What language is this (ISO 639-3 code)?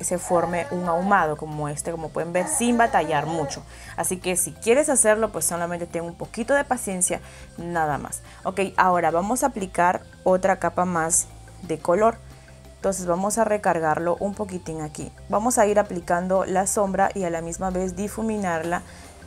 spa